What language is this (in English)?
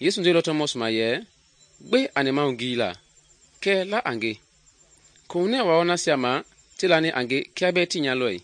Mende